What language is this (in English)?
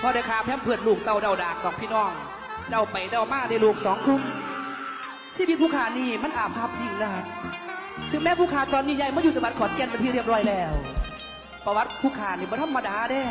Lao